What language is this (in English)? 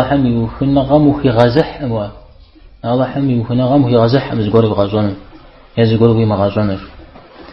Kabardian